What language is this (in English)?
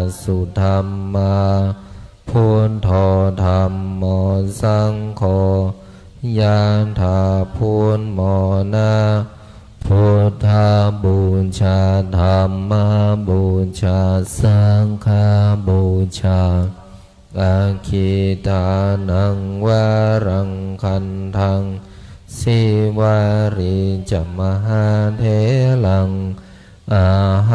Pali